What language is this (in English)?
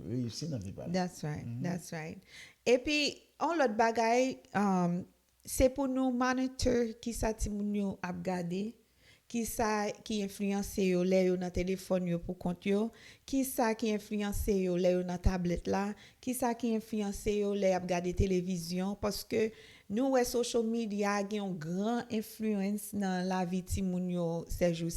Haitian Creole